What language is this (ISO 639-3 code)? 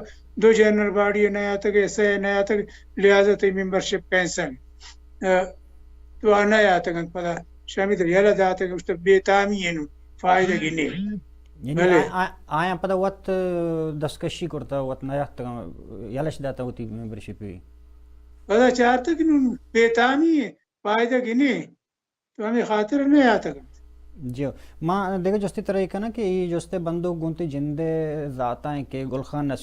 bal